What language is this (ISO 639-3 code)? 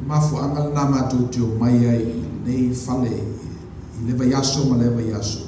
smo